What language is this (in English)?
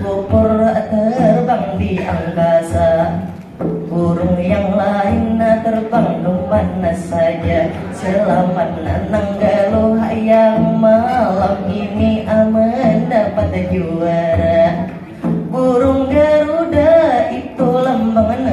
Banjar